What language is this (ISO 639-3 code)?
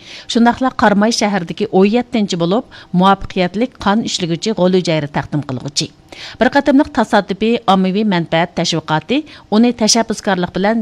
uig